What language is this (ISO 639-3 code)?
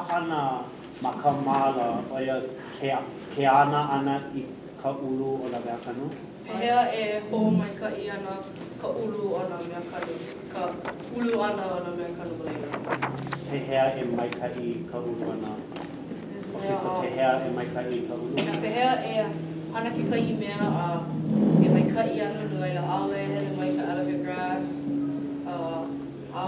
haw